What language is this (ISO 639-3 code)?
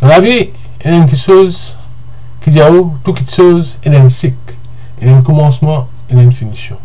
mfe